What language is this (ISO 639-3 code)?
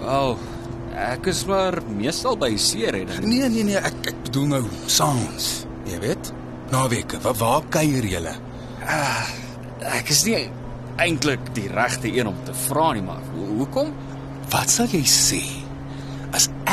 afr